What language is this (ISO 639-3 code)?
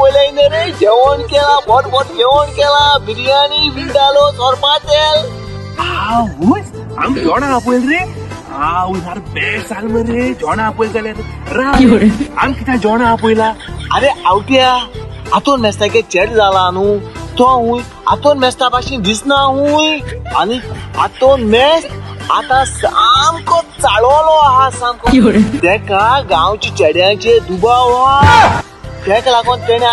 kok